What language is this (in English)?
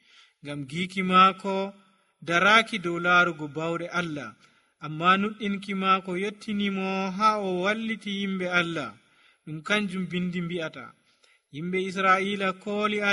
Nigerian Fulfulde